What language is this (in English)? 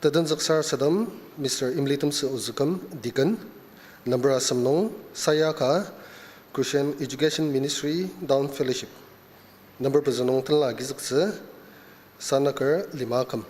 Ao Naga